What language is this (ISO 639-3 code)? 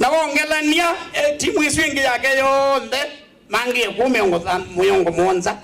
kam